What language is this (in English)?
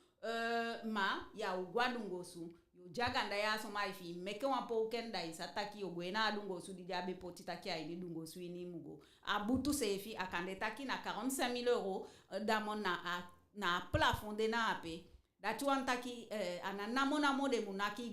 Eastern Maroon Creole